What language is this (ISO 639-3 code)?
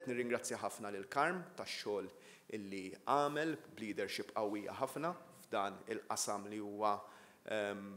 mlt